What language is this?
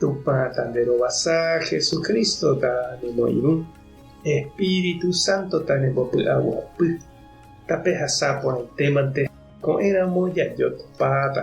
Guarani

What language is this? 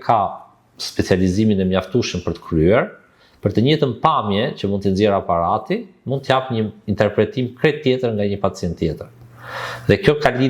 Albanian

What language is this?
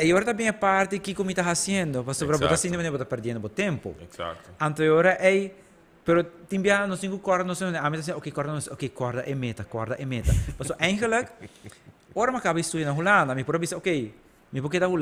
Papiamento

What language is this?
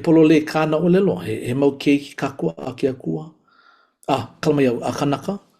Hawaiian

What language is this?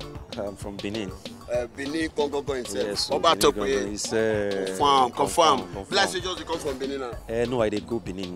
Nigerian Pidgin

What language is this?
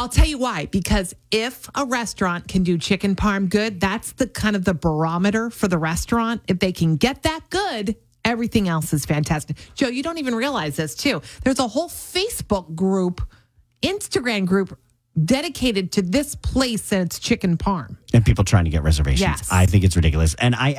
English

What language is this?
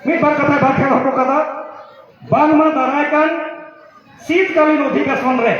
Santali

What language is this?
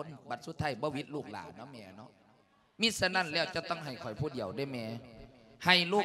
Lao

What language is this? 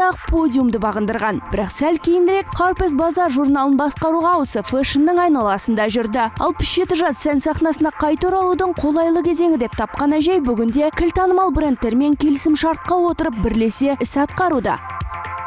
Kazakh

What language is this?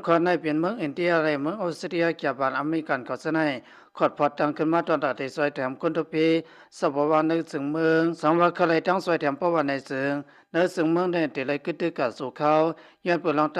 Lao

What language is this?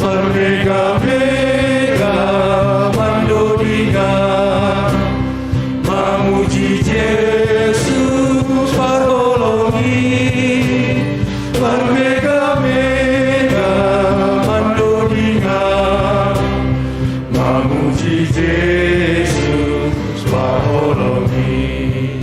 Batak Simalungun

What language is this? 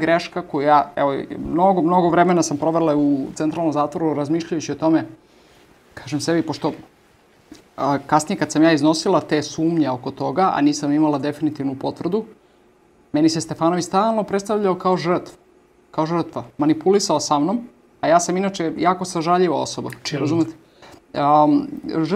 Serbian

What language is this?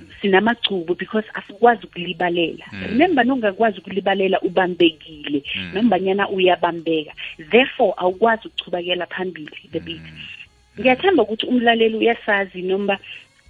South Ndebele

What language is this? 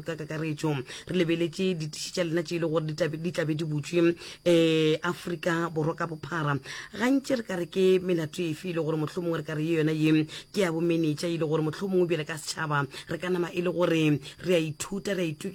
Northern Sotho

